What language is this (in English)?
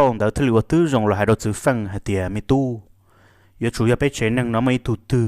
Hmong